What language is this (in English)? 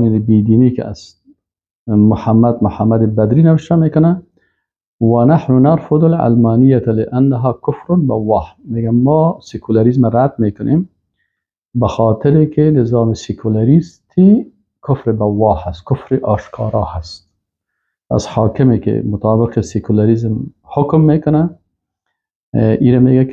Persian